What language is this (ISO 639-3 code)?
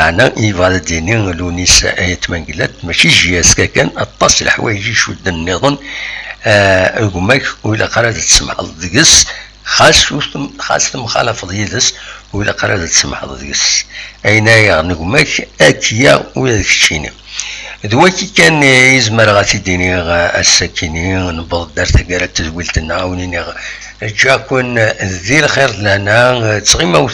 kab